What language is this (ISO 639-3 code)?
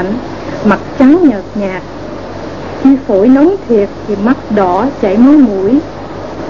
vie